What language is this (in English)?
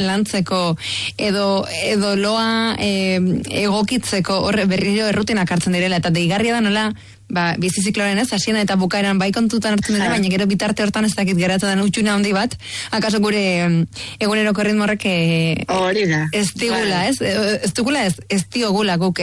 Basque